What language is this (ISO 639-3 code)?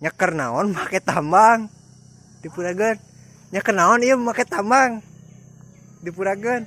sun